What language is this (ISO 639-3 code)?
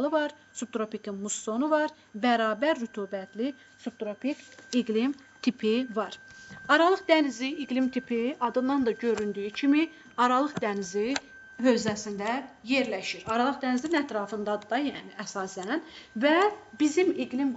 aze